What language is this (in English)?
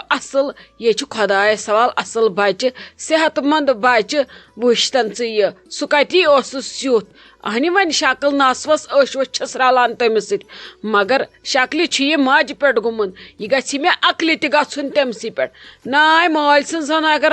Kashmiri